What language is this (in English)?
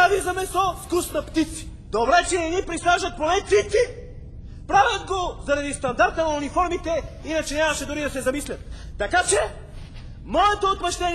Bulgarian